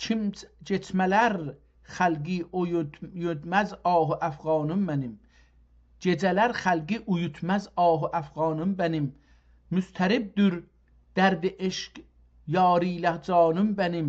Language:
South Azerbaijani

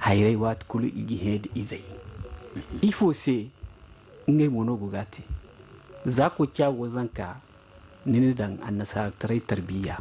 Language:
Zarma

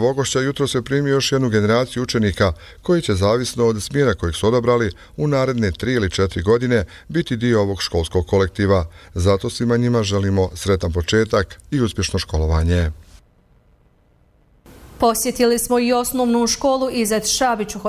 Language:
Bosnian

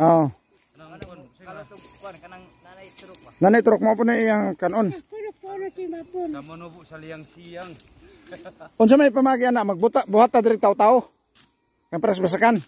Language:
Cebuano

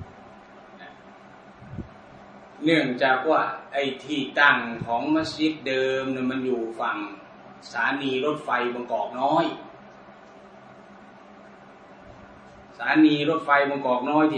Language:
Thai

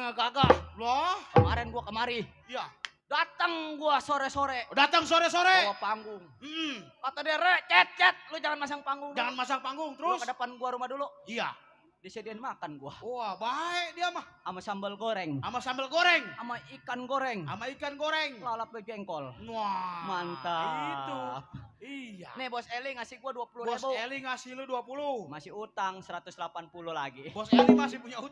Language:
Betawi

